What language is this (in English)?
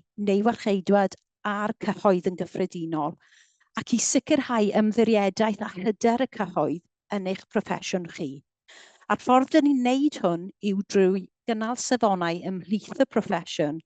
Welsh